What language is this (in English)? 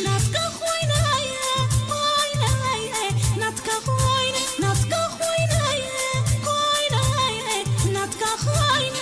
Tigrinya